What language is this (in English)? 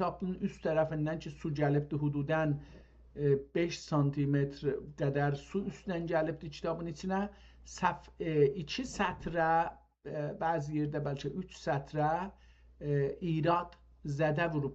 South Azerbaijani